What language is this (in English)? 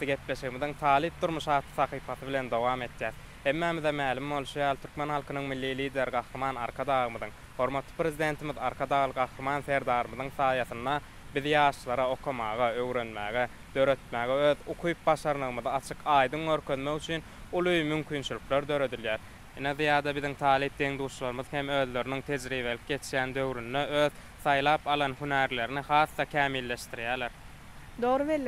Turkmen